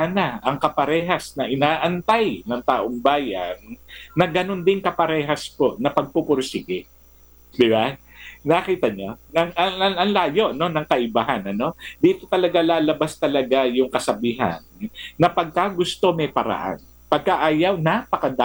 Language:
Filipino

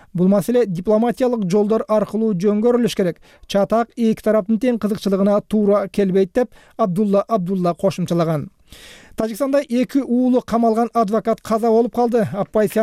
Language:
Kyrgyz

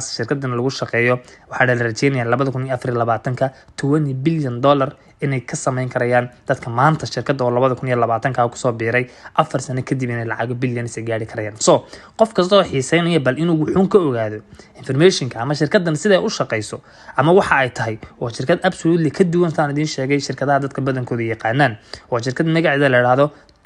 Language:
Somali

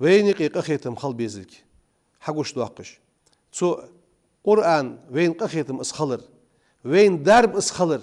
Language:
Ingush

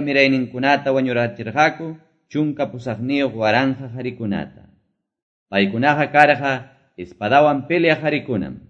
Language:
Quechua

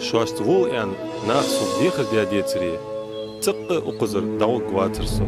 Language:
Ingush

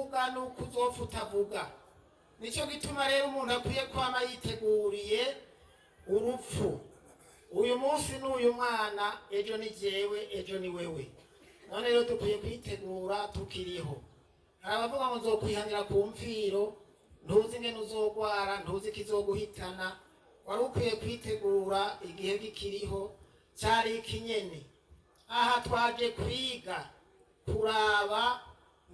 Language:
Rundi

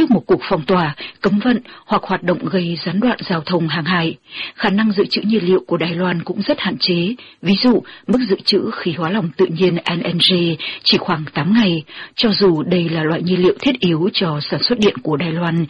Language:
Vietnamese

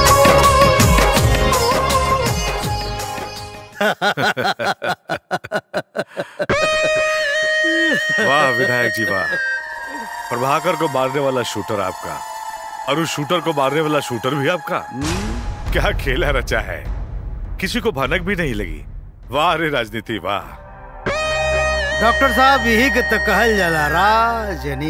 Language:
Bhojpuri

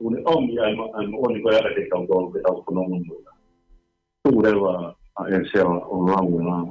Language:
Tongan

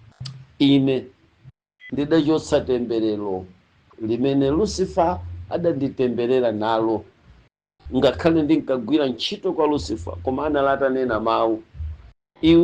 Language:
Nyanja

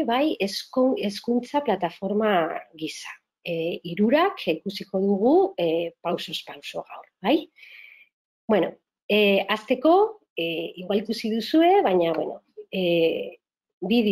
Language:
Basque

